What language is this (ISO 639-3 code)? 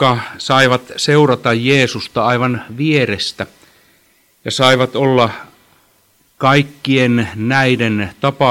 fin